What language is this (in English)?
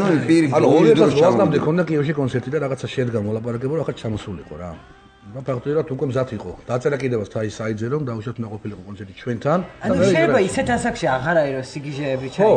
Georgian